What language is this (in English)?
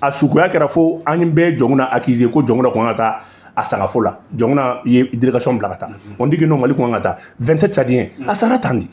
Bambara